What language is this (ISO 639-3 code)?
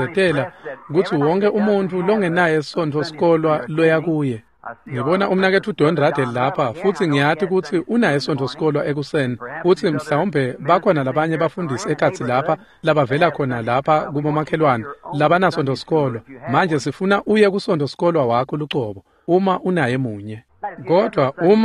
ssw